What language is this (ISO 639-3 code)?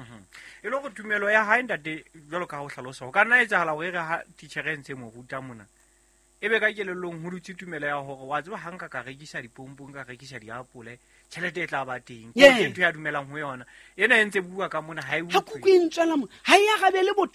sot